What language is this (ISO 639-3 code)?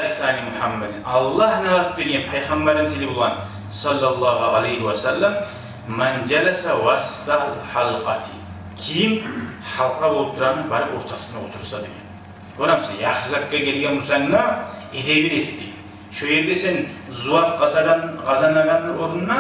kum